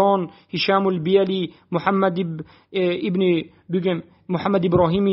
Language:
Tajik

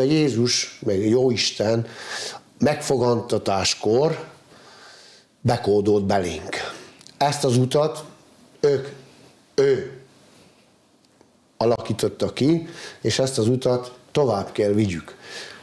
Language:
Hungarian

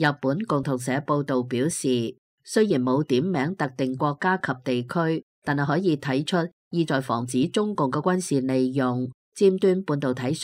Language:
Cantonese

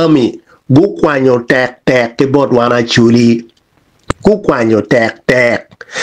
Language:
Acoli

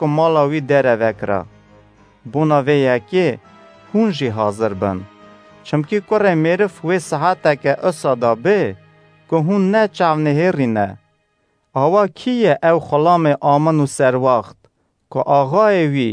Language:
Kurdish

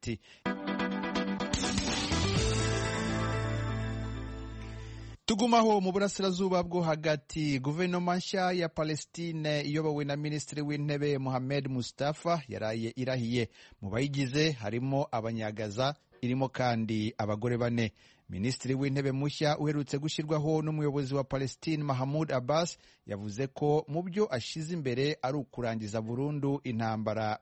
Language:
Kinyarwanda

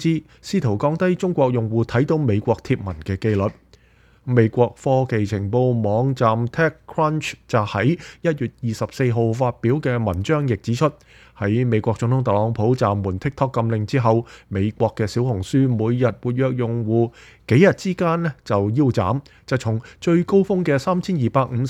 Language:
Cantonese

